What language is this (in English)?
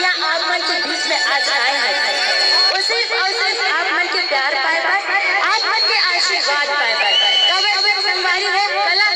Chhattisgarhi